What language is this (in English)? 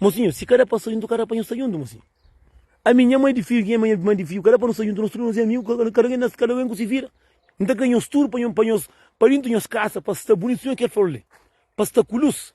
Kabuverdianu